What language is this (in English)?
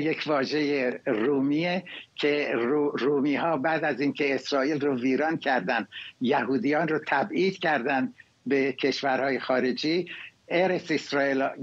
Persian